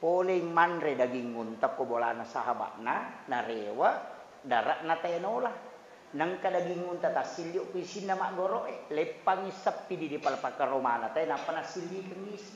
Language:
Buginese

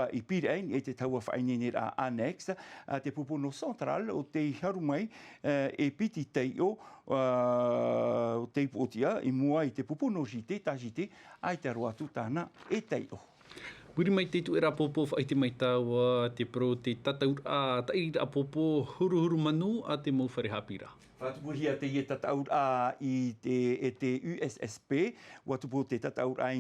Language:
Tahitian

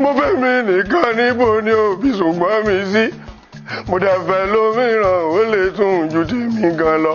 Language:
Yoruba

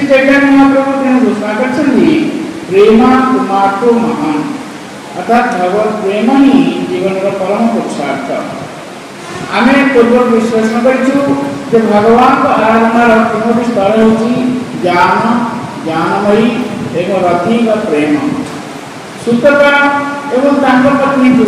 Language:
Odia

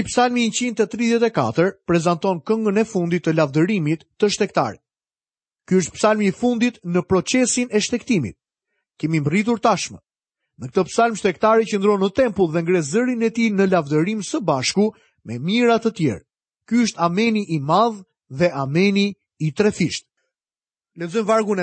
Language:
Albanian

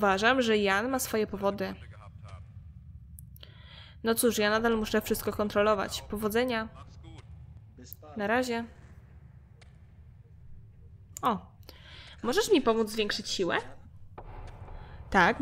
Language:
Polish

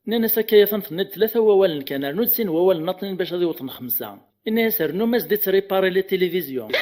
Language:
Kabyle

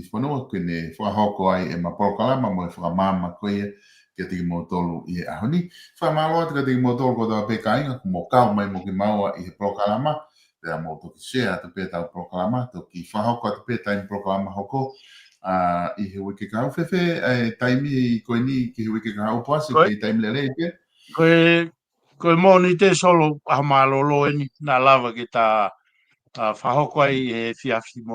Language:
Tongan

